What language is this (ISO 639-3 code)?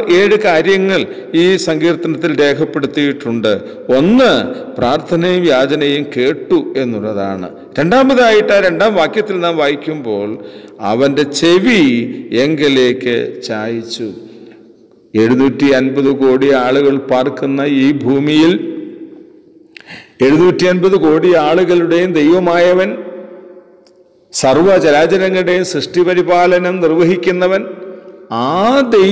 mal